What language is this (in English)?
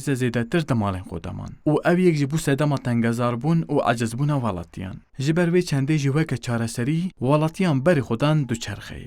Kurdish